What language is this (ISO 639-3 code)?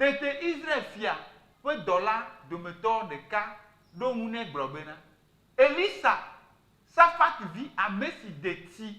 ewe